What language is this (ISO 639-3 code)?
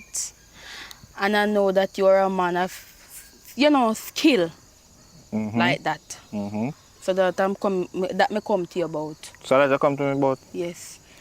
jam